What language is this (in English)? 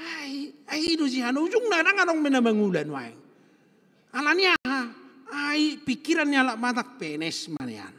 Batak Toba